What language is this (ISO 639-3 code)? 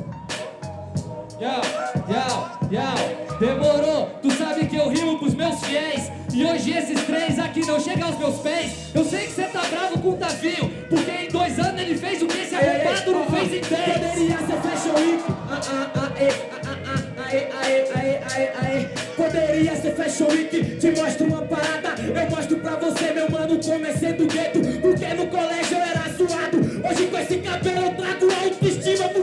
por